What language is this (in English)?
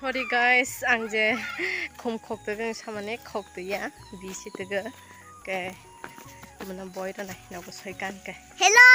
Kok Borok